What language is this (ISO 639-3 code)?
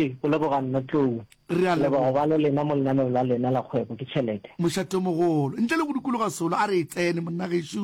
nso